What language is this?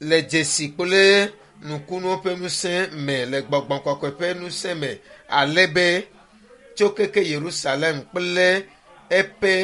Ewe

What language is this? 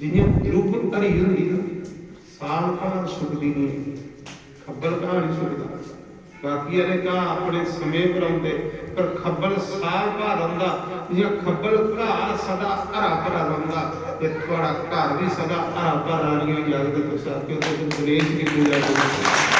Dogri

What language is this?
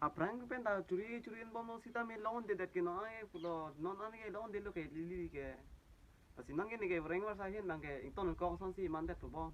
Karbi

